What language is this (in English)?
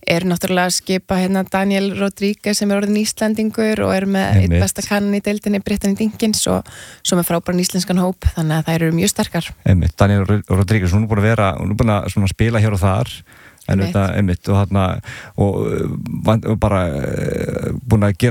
Icelandic